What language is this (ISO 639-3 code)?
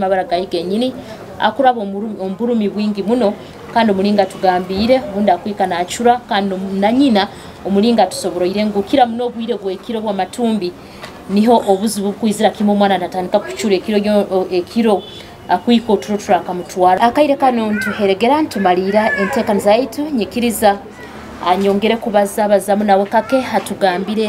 nyo